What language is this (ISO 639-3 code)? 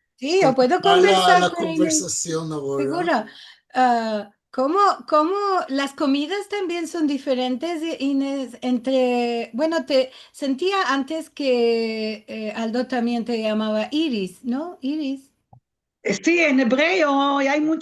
lad